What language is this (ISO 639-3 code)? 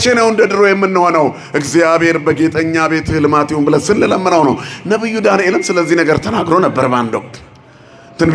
amh